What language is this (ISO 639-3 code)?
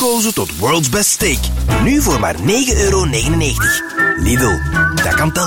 nld